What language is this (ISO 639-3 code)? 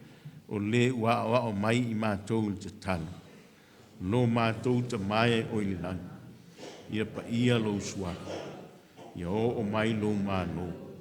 smo